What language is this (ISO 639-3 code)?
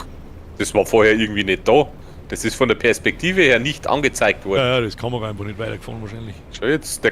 bar